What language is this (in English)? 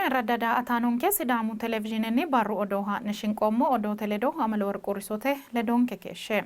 Sidamo